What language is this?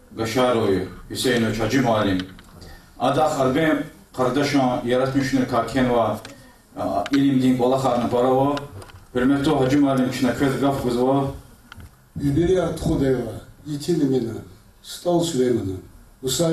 Lezghian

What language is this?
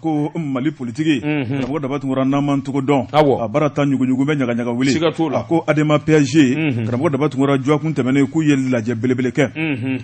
Bambara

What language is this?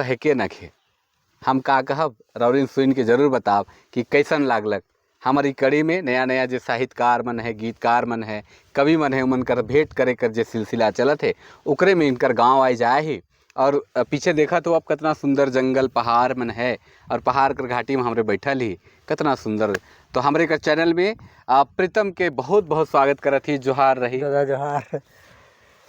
Sadri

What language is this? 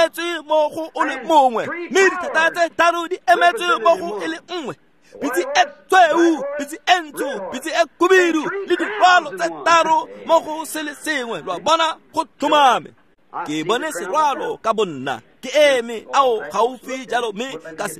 Tswana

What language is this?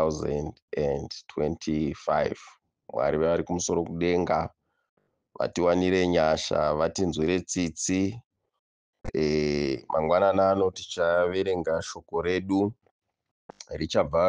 Shona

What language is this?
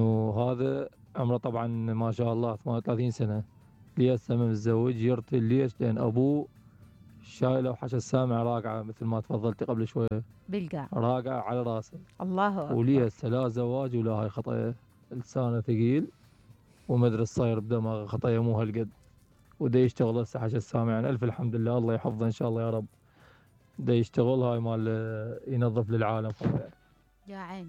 Mesopotamian Arabic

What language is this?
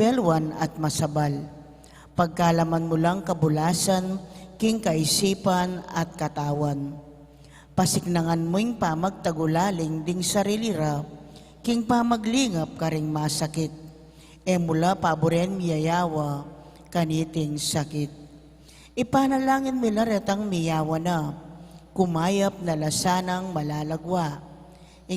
Pampanga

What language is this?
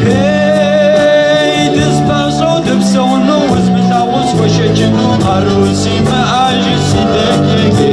Kabardian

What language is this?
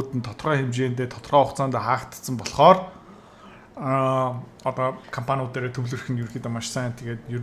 Mongolian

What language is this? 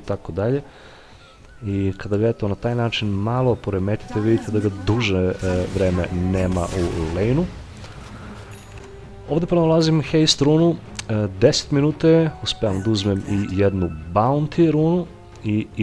Serbian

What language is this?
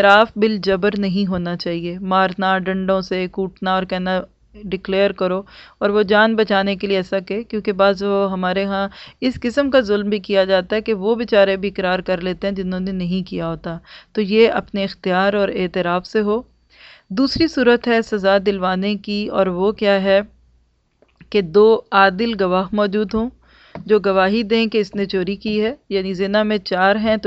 Urdu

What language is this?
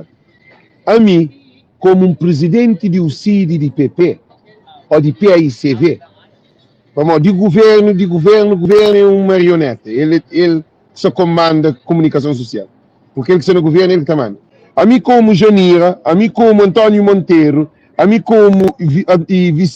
Kabuverdianu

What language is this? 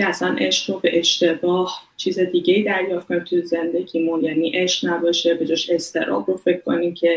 Persian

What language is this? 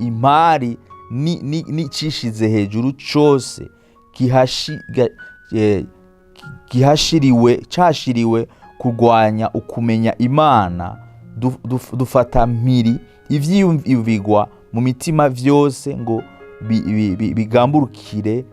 Rundi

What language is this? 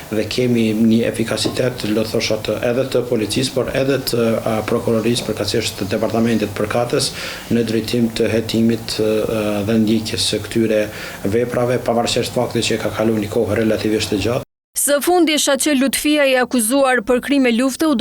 Albanian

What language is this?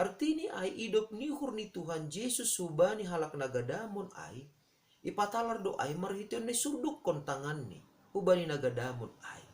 Batak Simalungun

